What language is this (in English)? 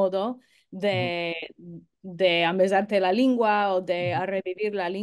Ladino